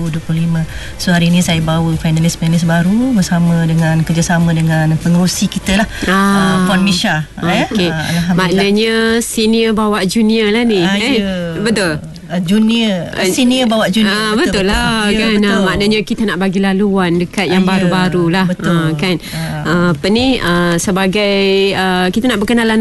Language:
Malay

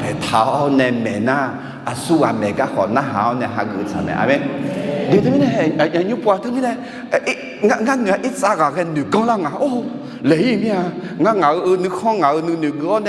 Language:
Akha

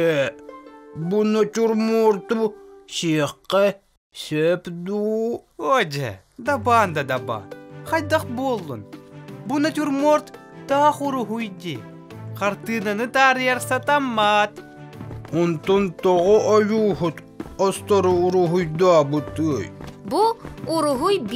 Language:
Yakut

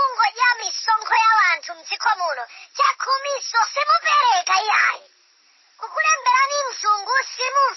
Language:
Nyanja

